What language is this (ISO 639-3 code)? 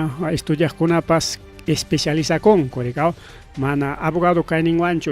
quy